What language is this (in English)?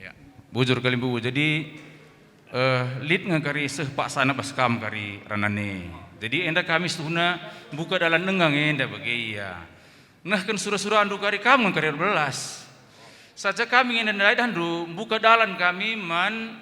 Batak Karo